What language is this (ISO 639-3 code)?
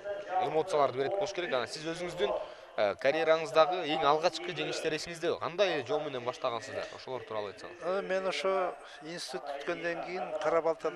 kir